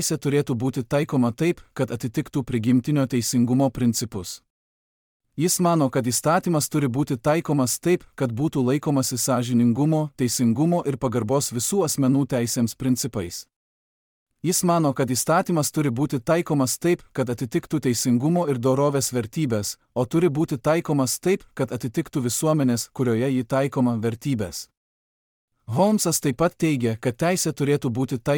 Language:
Lithuanian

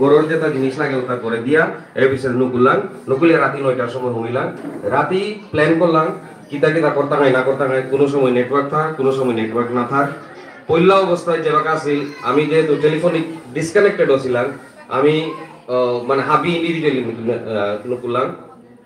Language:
Bishnupriya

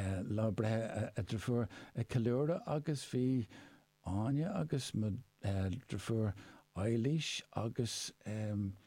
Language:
Irish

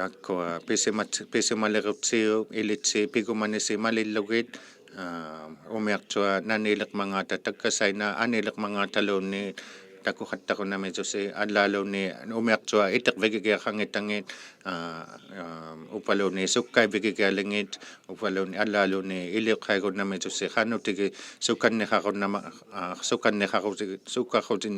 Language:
Inuktitut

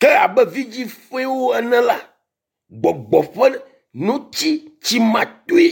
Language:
Ewe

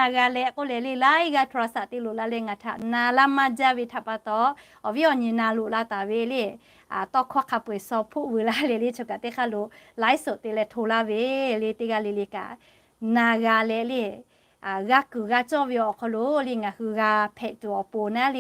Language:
Lahu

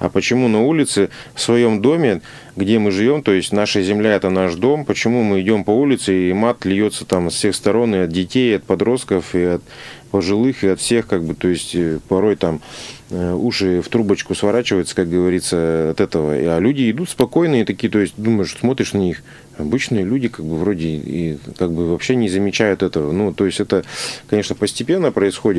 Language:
Russian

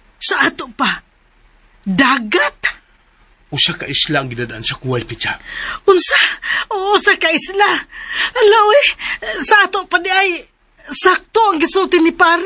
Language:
Cebuano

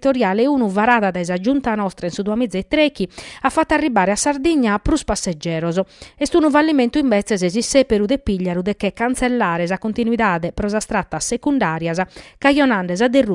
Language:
Sardinian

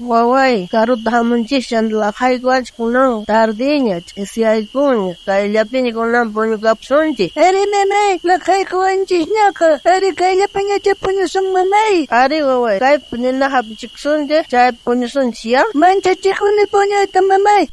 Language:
South Bolivian Quechua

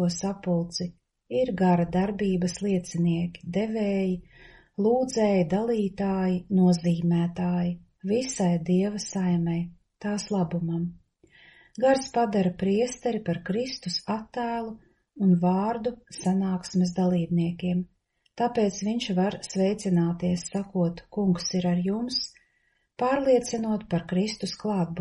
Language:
Latvian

